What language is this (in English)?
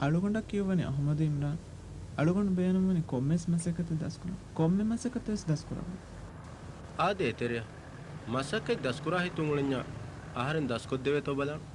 Divehi